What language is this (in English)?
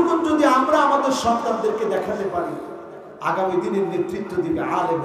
Bangla